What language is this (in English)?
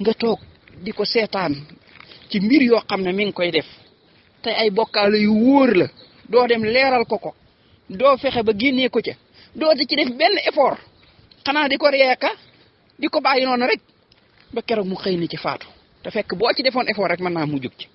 Wolof